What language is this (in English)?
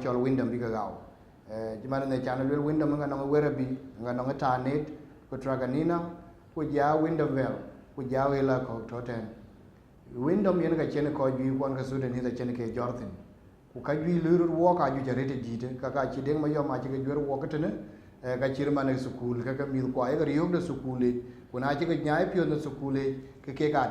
Dinka